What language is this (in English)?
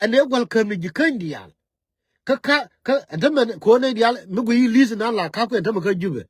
Nuer